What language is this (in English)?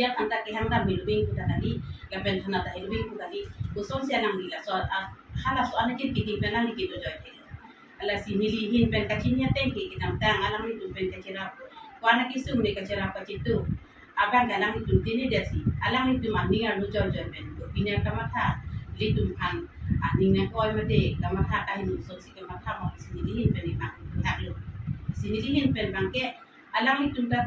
Karbi